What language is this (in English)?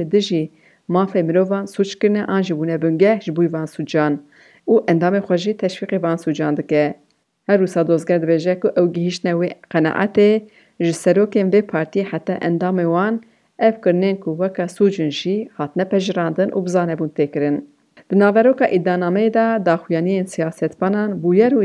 Kurdish